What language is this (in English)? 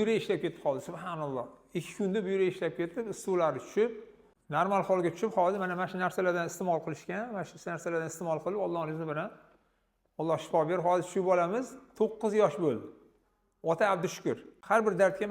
Uzbek